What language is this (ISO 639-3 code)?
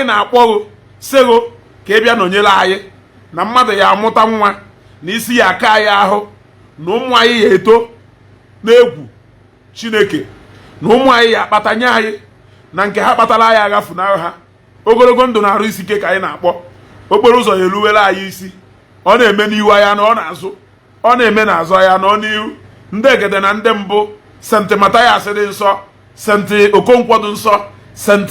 ibo